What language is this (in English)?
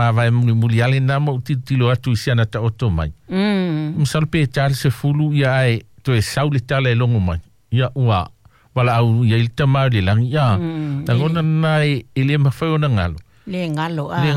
Samoan